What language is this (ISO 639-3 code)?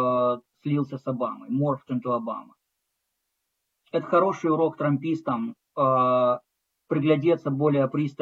rus